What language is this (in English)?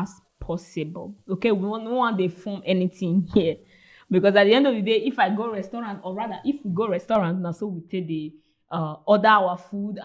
Nigerian Pidgin